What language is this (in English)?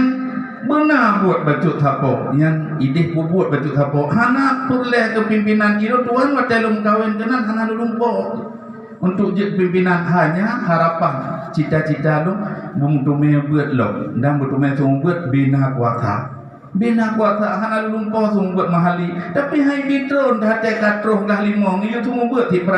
Achinese